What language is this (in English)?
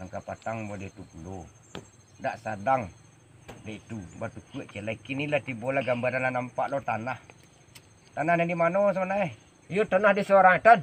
Minangkabau